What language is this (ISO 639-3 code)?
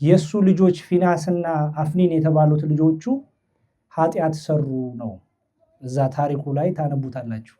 amh